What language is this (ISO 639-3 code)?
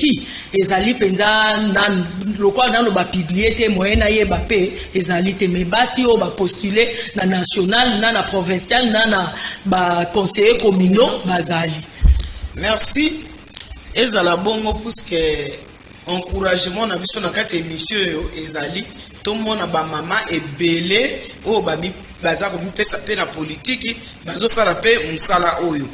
lin